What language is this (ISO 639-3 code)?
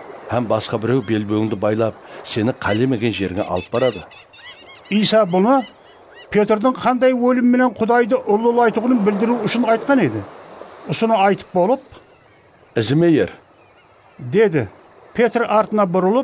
kaa